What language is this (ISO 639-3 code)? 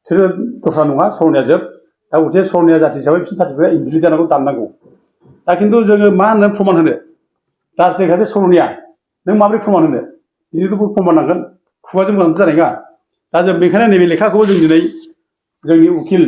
brx